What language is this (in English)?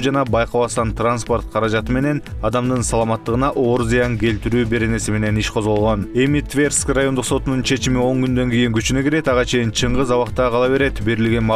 Kyrgyz